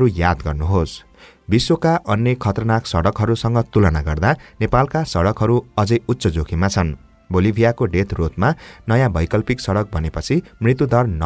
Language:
Nepali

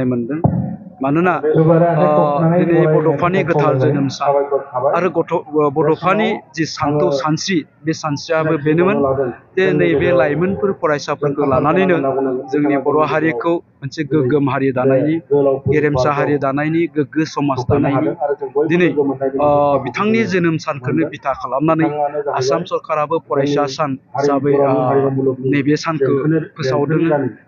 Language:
Bodo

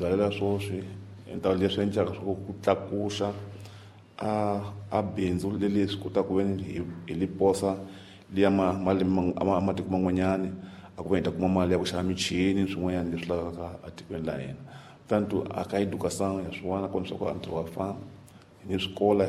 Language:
Tsonga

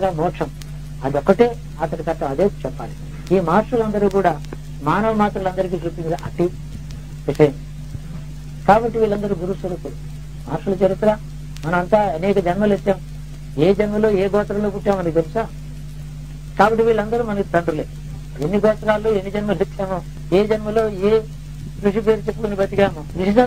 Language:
Telugu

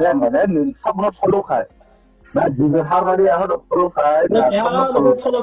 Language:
Riang (India)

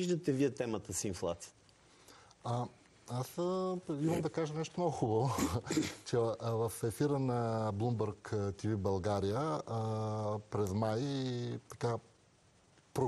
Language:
Bulgarian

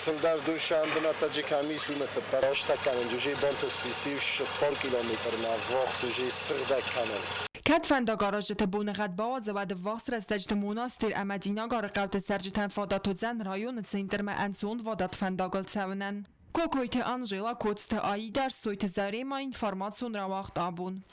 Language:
Ossetic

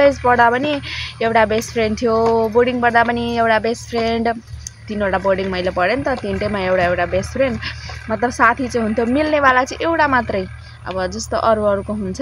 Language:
Nepali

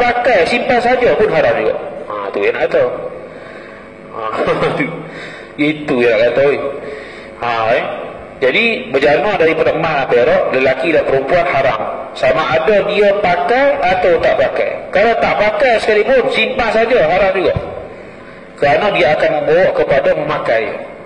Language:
Malay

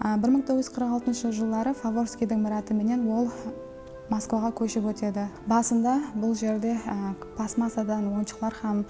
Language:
Kara-Kalpak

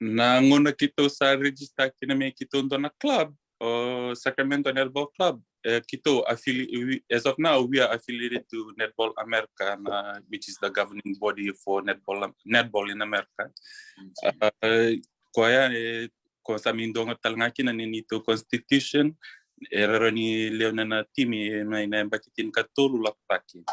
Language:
Fijian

